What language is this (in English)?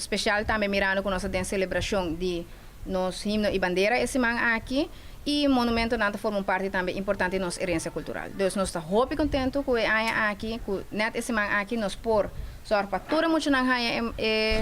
Papiamento